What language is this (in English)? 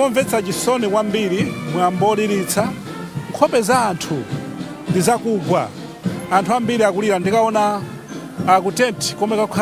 Nyanja